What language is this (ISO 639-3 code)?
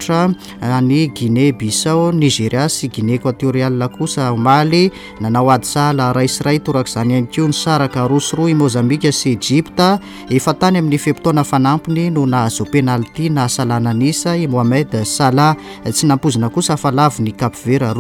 mlg